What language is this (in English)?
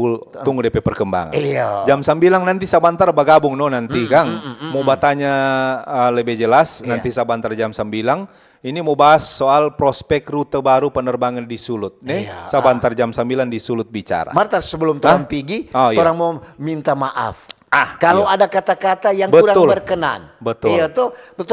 Manado Malay